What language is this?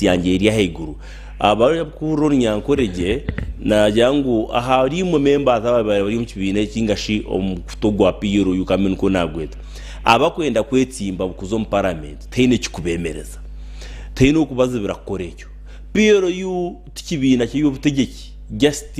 Nyankole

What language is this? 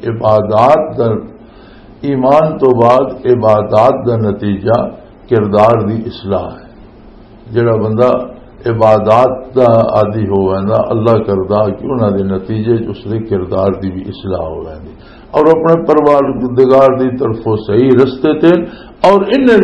Western Panjabi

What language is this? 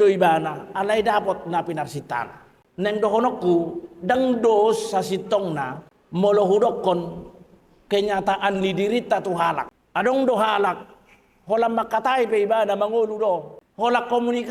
Batak Toba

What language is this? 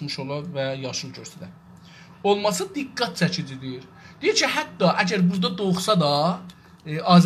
South Azerbaijani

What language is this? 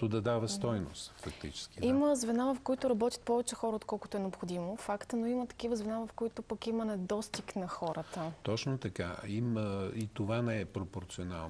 Bulgarian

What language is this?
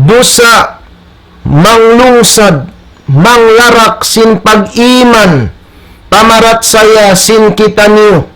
Tausug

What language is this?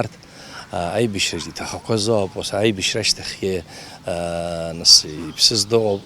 Abkhazian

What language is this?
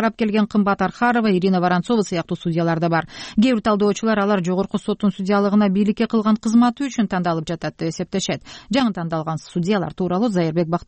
Kyrgyz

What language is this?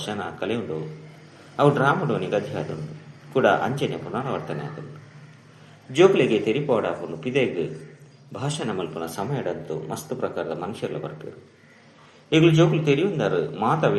Tulu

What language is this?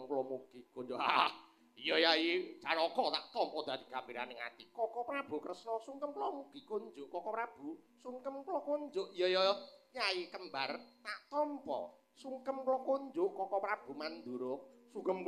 Javanese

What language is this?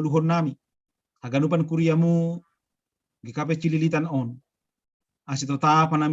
Batak Simalungun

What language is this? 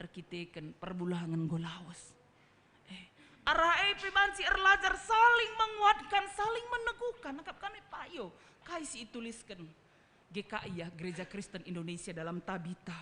Batak Karo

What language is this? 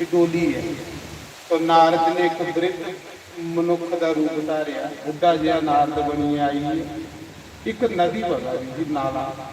Dogri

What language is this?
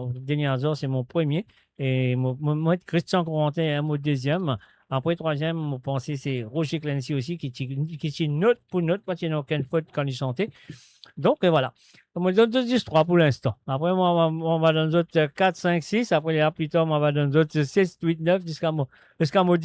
Morisyen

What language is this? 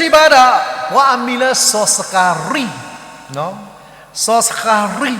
S'gaw Karen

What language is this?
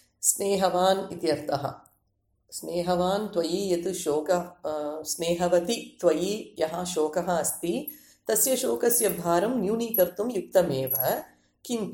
Sanskrit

